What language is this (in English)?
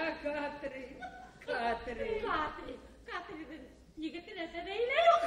Bashkir